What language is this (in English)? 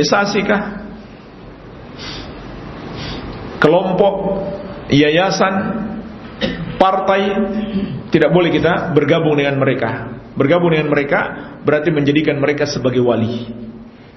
Indonesian